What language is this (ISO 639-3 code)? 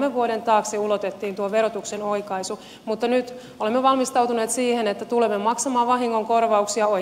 fin